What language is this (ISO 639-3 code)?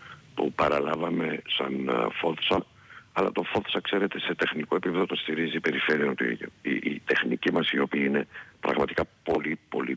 ell